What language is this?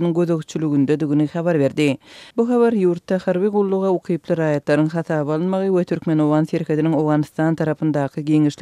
Turkmen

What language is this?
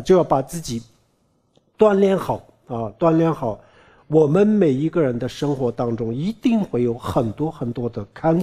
Chinese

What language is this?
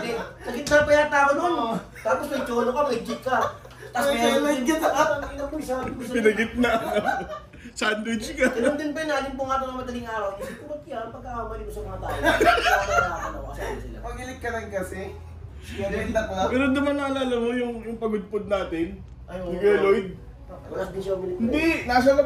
Filipino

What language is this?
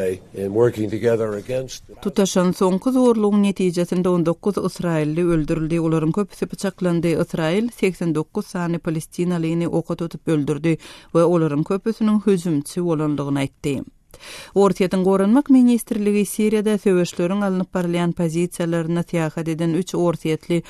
Turkmen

